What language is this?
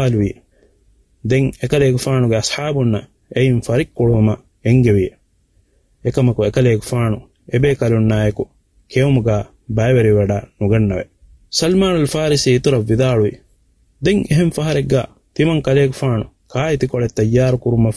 Divehi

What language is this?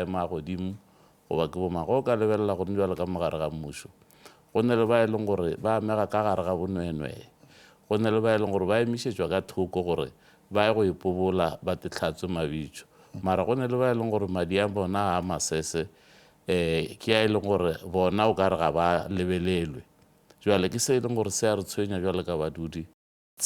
Northern Sotho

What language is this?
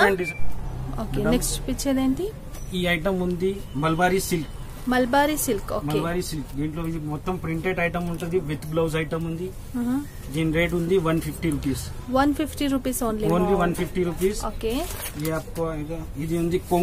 Telugu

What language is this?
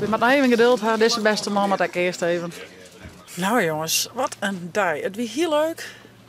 Western Frisian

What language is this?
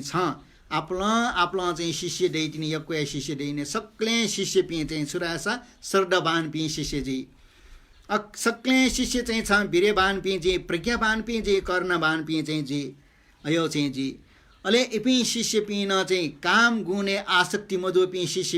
Newari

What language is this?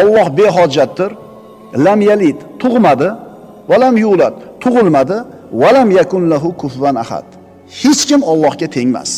Uzbek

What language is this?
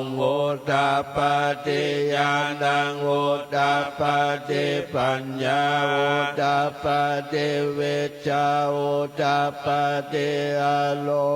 Pali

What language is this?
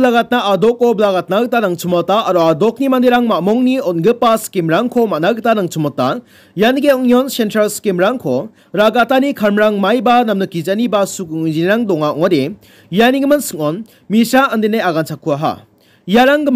Garo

